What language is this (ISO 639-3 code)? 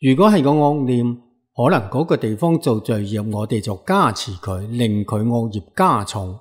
yue